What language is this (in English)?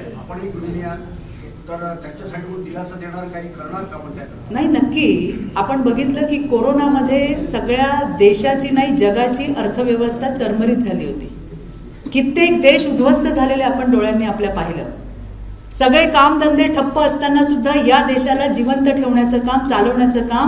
Marathi